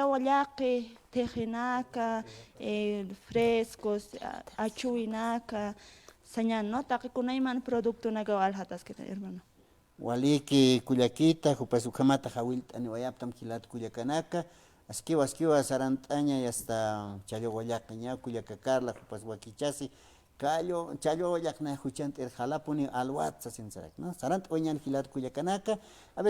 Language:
Aymara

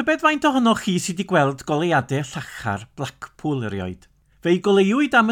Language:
Welsh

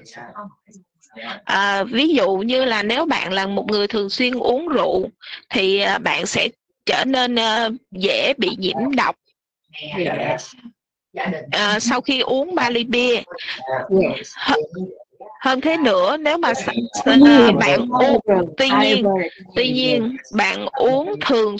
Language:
Vietnamese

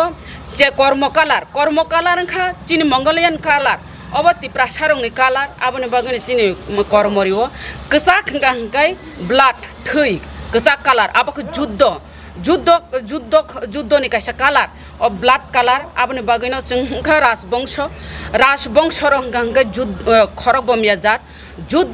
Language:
Kok Borok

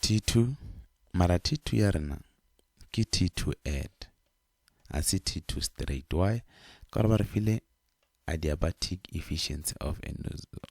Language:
Northern Sotho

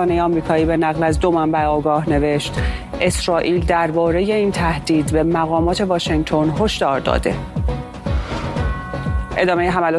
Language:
Persian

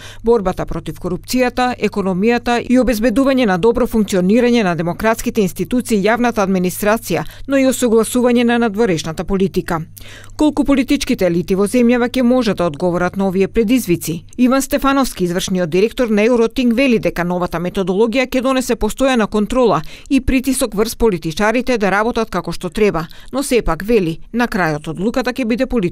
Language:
Macedonian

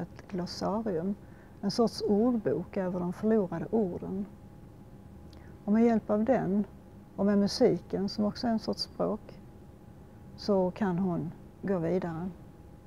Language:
Swedish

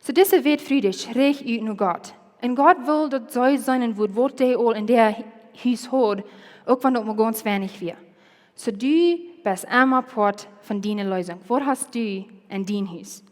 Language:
Plautdietsch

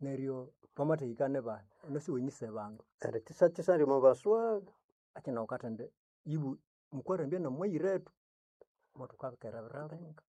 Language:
Nande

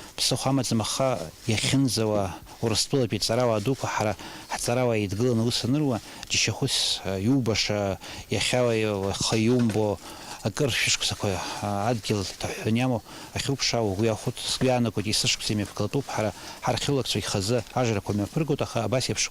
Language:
Abkhazian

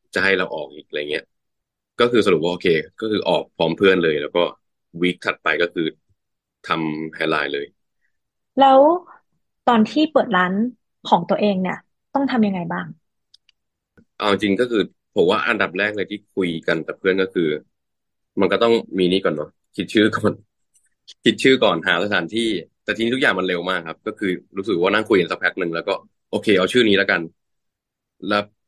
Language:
Thai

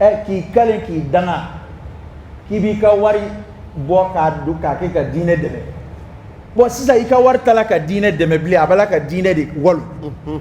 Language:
Dyula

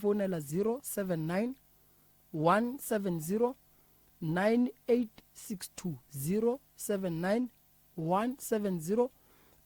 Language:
Northern Sotho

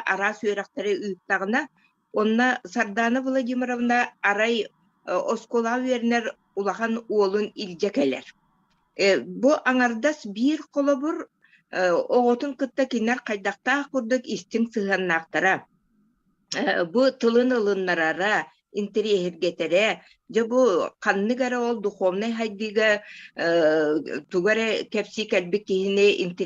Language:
Yakut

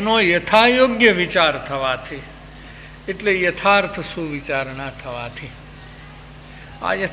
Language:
Gujarati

